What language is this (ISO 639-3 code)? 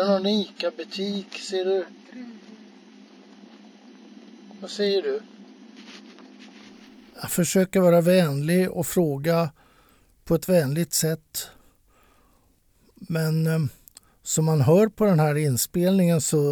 swe